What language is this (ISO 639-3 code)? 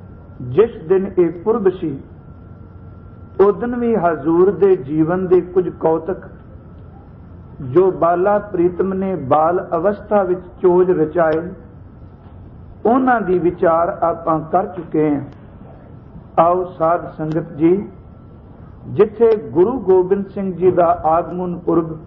pan